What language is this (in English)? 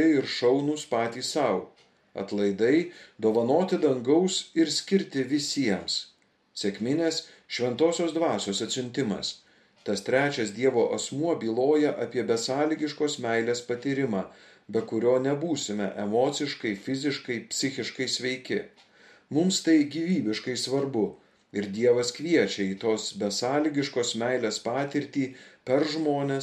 Lithuanian